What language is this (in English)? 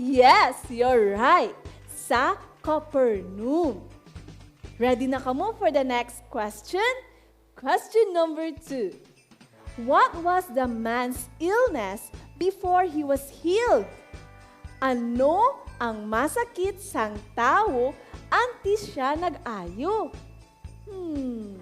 Hiligaynon